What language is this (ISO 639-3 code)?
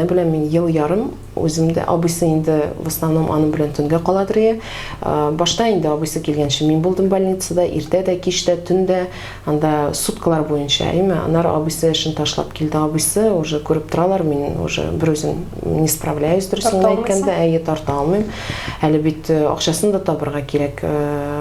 tat